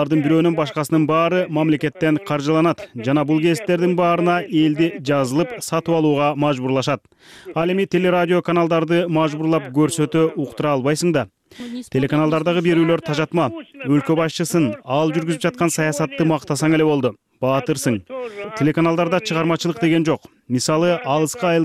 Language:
Kyrgyz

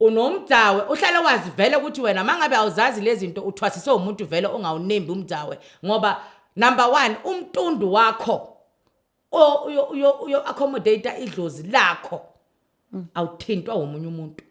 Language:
Zulu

